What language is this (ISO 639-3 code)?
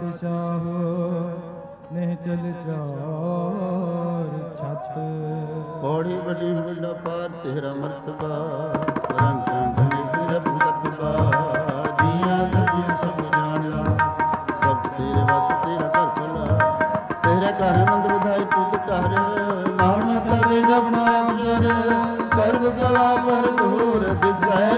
pan